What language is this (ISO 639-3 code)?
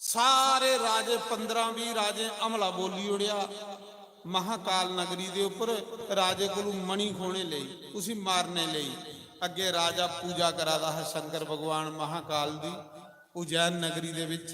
doi